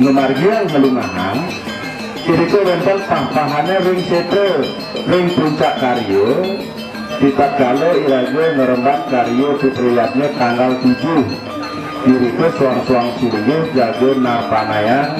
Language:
Balinese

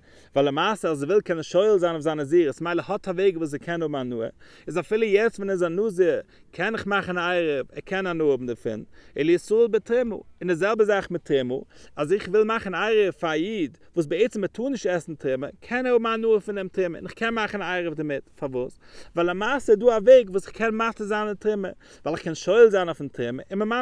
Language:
Yiddish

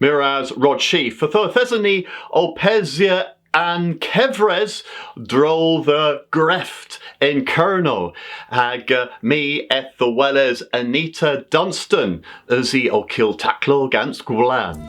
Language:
Cornish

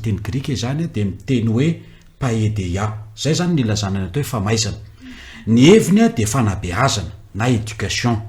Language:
Malagasy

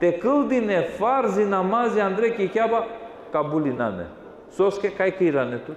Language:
Balkan Romani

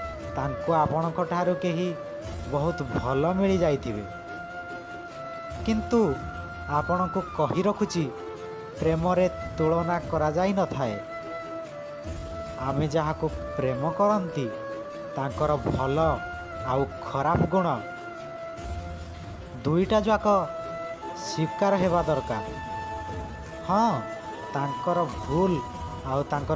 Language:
Odia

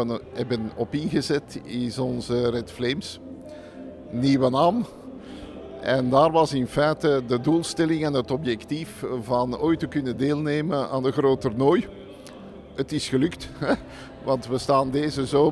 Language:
Dutch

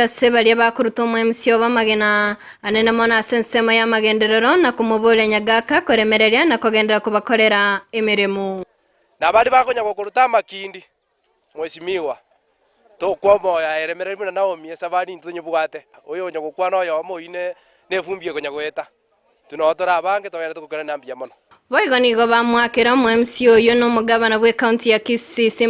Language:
Gusii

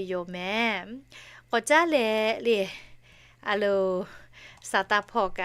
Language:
Lahu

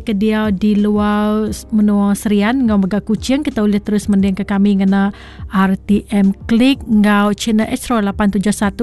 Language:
Iban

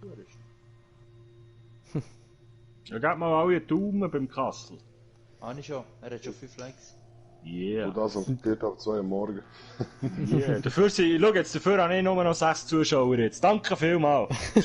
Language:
Swiss German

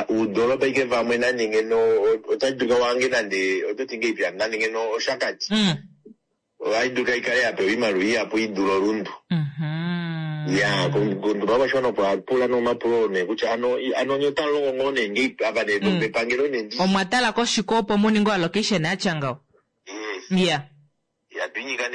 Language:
Kuanyama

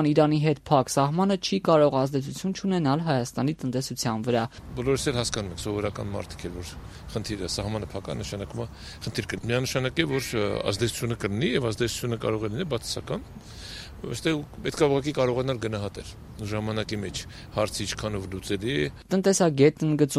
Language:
Armenian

